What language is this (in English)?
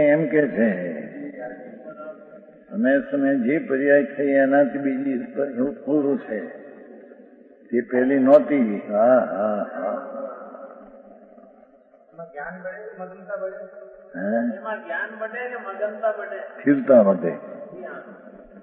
Gujarati